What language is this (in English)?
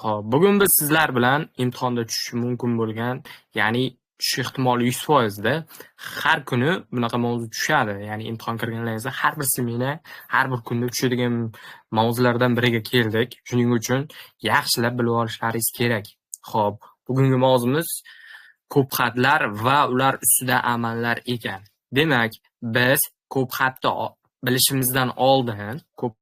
Uzbek